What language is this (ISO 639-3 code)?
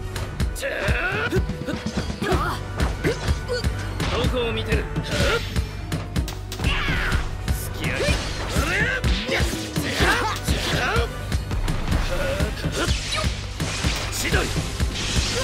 jpn